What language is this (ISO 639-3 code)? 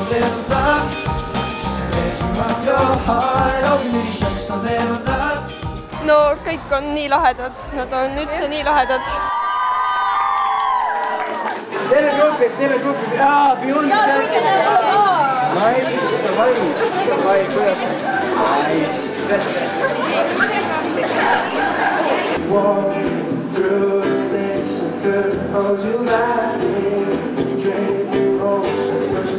est